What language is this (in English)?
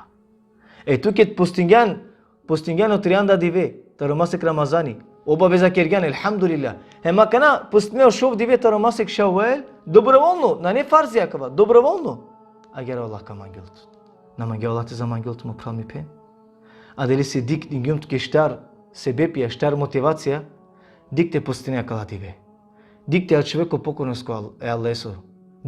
Balkan Romani